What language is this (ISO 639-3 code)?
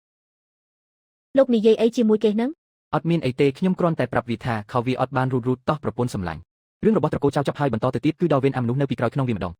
khm